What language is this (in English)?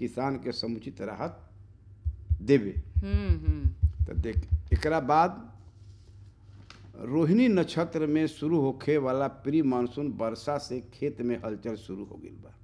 Bhojpuri